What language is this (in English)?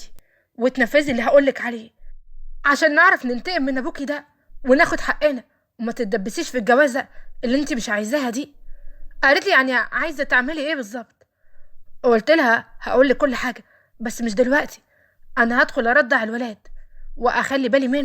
Egyptian Arabic